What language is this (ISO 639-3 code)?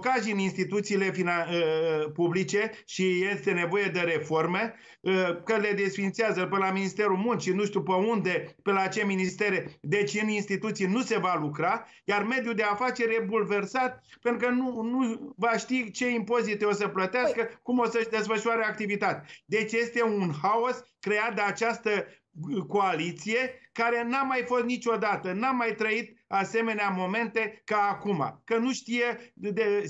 ron